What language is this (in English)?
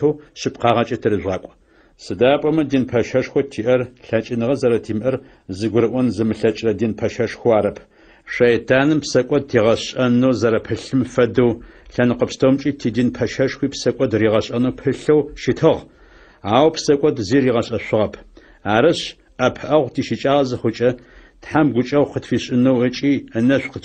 Adyghe